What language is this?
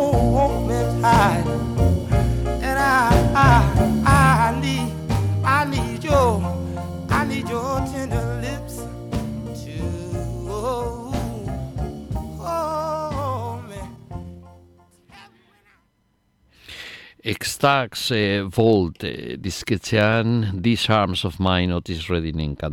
Basque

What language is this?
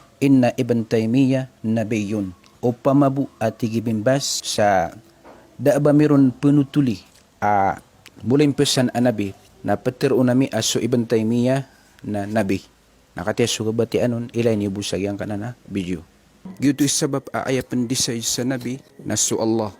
Maranao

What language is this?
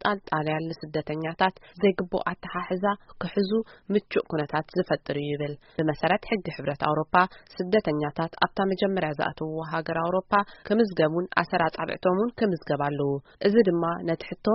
Tigrinya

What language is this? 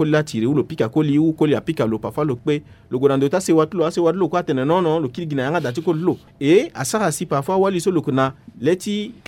Sango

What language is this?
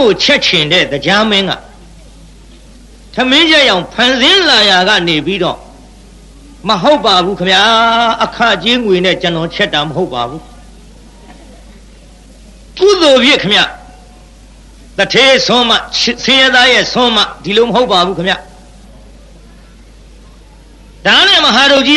Burmese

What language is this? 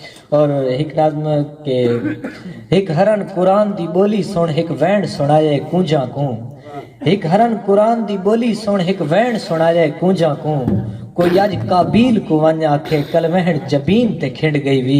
Saraiki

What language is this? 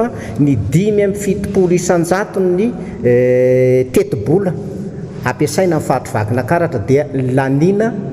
Malagasy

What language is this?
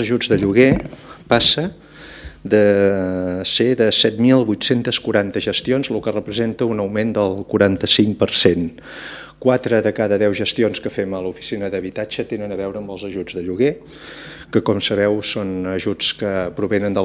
Catalan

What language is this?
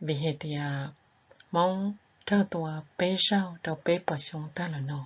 Hmong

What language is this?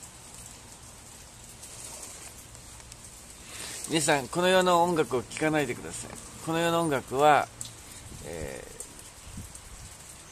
Japanese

